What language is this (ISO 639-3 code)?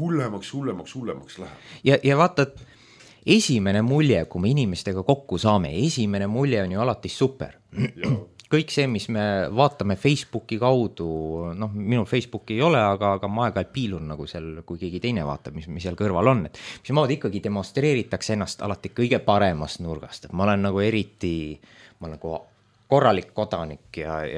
est